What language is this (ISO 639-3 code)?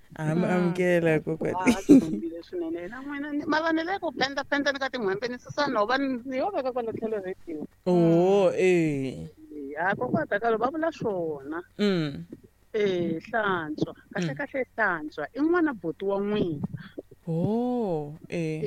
tso